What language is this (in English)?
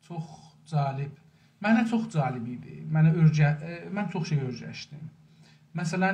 South Azerbaijani